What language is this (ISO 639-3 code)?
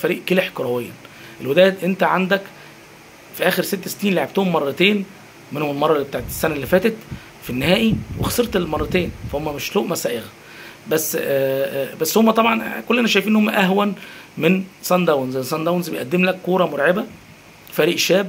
arz